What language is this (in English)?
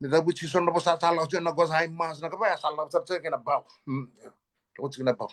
Fijian